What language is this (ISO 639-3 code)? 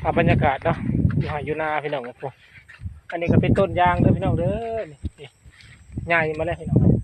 tts